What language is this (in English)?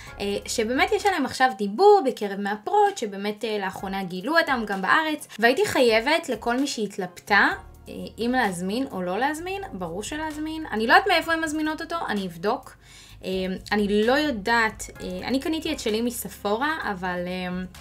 Hebrew